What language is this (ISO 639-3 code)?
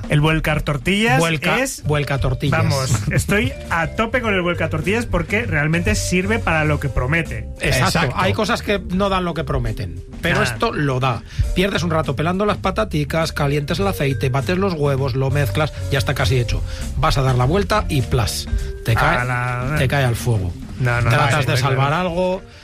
spa